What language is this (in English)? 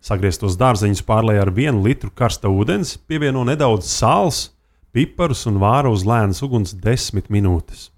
Latvian